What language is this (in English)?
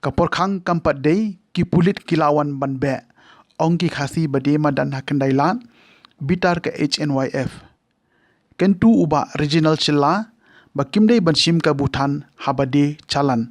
Khasi